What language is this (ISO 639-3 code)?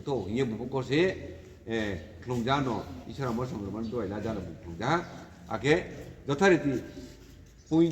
ria